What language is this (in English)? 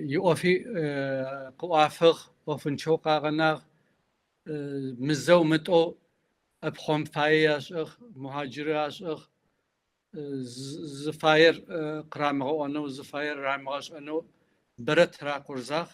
Kabardian